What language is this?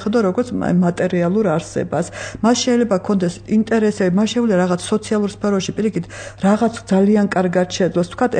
Georgian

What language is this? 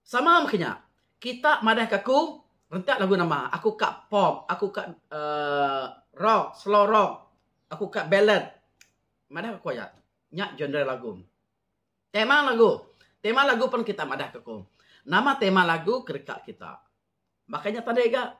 Iban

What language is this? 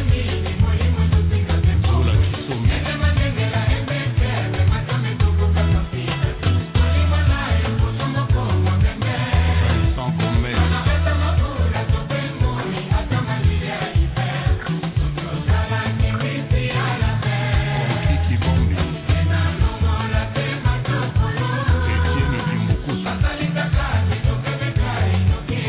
Kinyarwanda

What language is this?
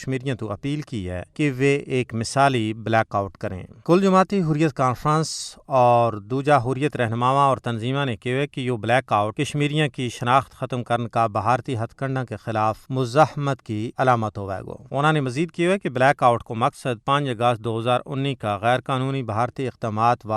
Gujari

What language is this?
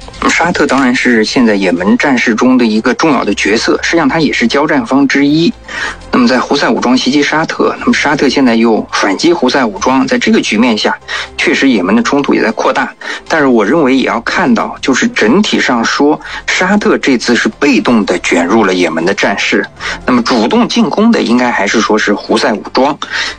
Chinese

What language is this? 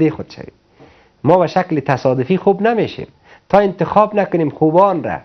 Persian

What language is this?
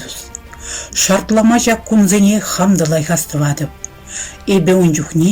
Chuvash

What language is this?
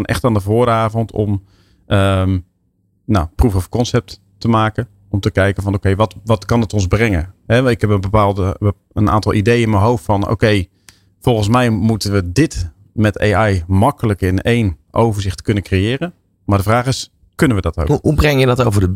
Dutch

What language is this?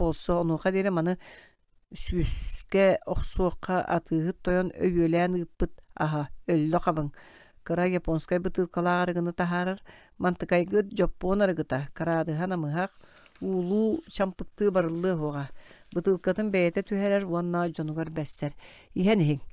Yakut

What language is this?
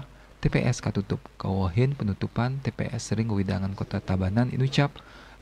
Balinese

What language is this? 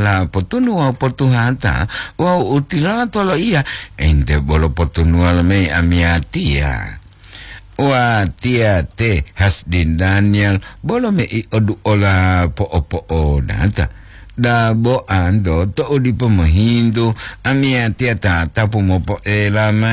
Gorontalo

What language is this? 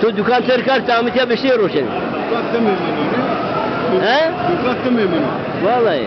Zaza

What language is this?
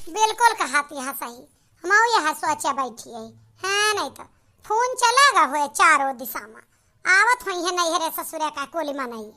Awadhi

